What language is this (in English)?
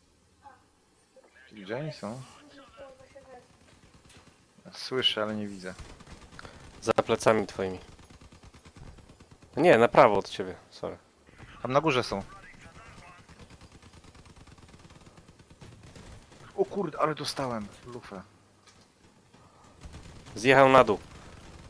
Polish